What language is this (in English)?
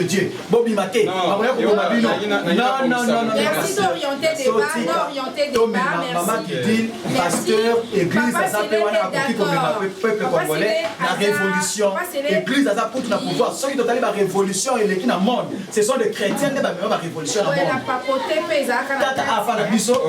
Lingala